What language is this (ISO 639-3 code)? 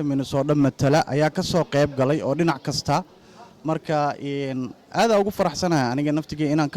som